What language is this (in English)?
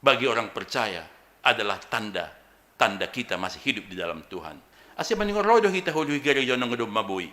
Batak Simalungun